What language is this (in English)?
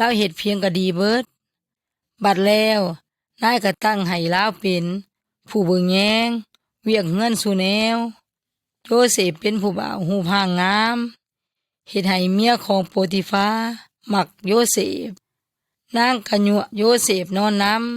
Yoy